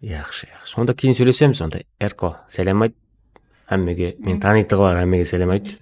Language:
Kara-Kalpak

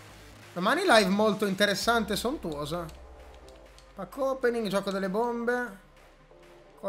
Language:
Italian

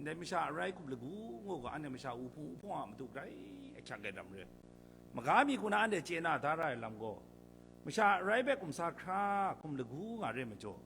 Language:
Kachin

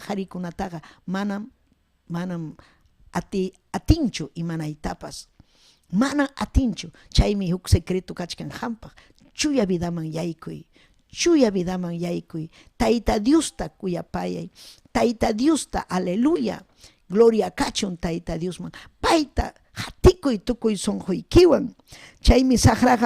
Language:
Ayacucho Quechua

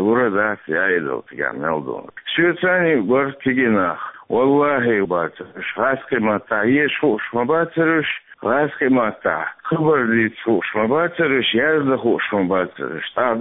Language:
Chechen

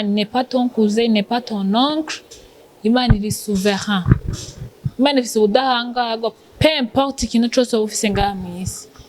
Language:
Rundi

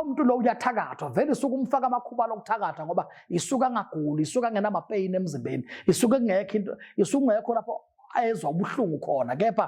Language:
Zulu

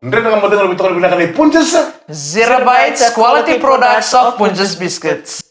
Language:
Fijian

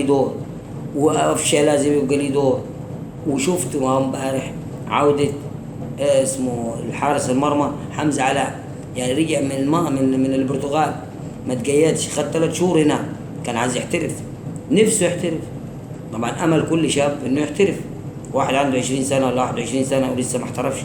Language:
Egyptian Arabic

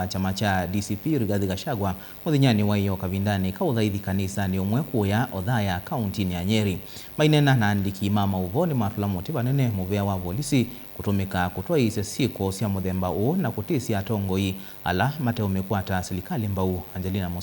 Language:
Kamba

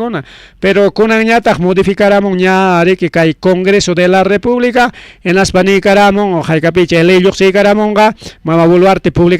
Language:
Ayacucho Quechua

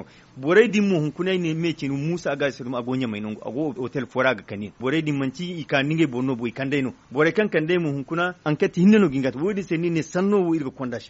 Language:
Zarma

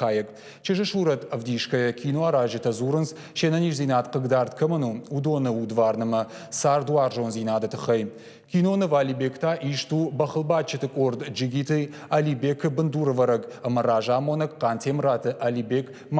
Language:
Ossetic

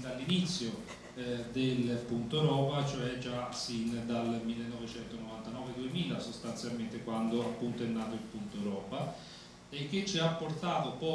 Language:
Italian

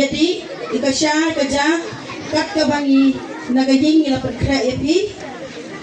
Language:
Khasi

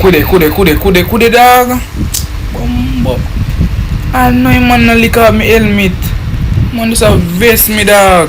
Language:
Jamaican Creole English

